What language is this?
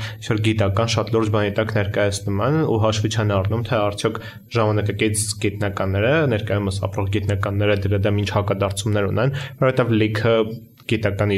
Armenian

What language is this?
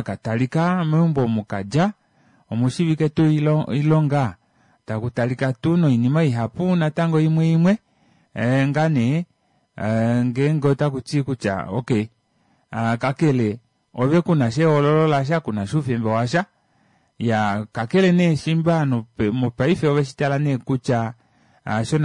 Kuanyama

